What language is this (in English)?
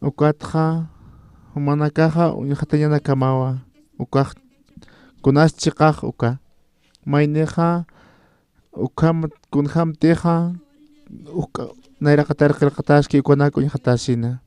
Aymara